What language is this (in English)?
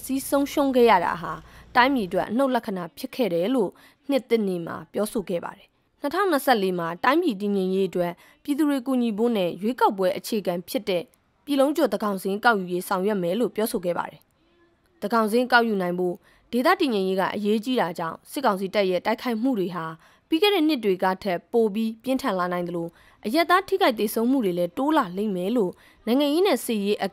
Burmese